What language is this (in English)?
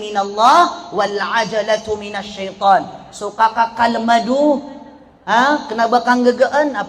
Maranao